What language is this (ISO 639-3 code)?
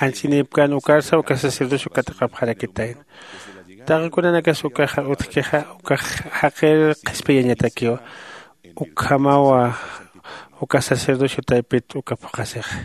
aym